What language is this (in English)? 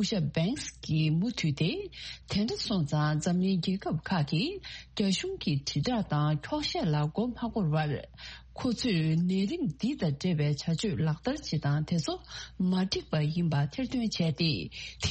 Tibetan